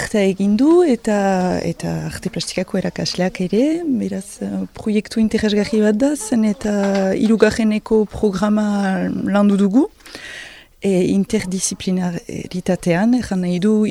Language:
Basque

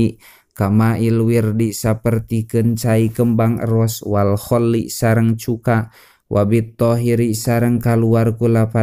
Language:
Sundanese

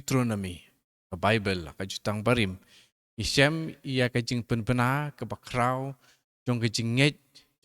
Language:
Khasi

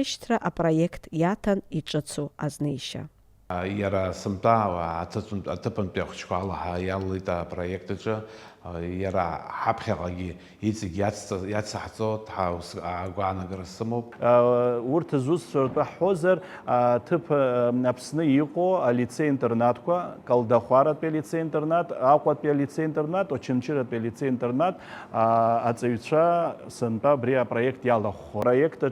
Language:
Abkhazian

